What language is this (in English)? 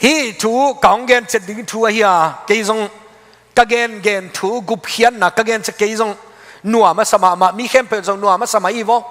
Tedim Chin